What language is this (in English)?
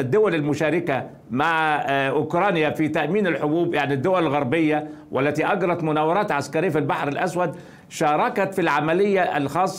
Arabic